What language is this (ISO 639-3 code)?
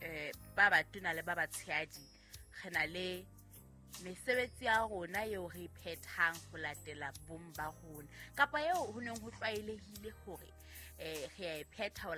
sot